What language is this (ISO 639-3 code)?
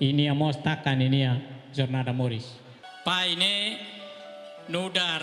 tet